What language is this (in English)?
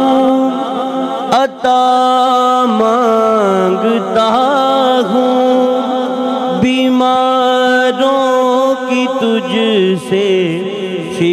Urdu